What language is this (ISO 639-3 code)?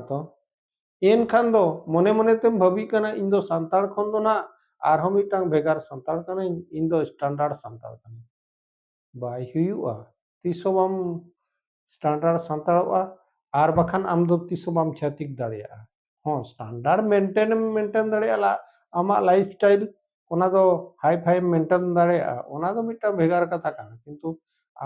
sat